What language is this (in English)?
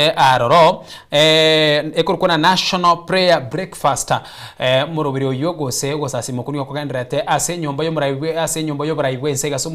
Gusii